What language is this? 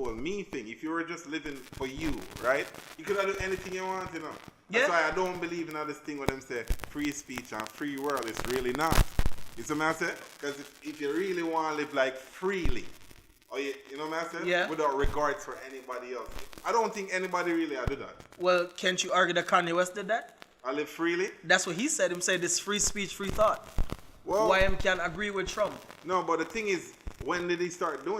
Jamaican Creole English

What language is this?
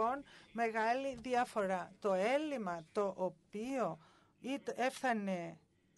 Greek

